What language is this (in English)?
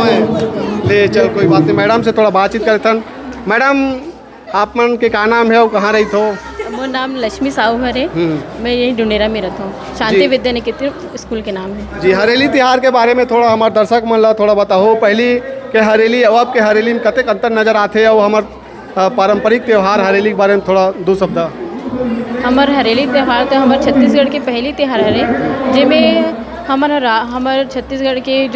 Chhattisgarhi